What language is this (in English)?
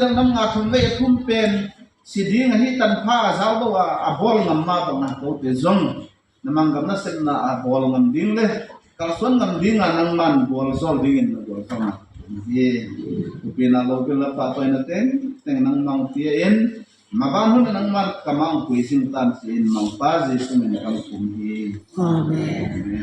Tedim Chin